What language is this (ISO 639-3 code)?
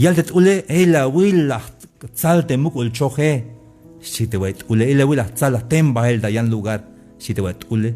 tzh